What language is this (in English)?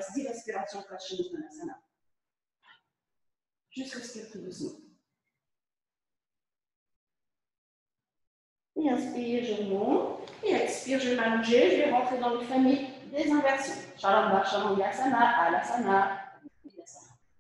French